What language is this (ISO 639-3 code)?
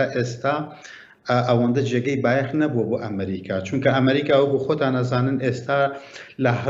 ckb